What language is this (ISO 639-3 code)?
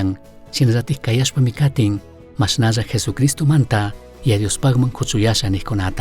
qug